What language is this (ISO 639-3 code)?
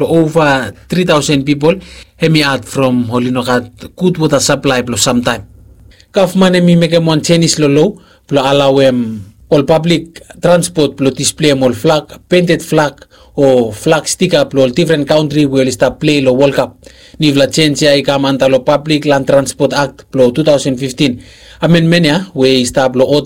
bis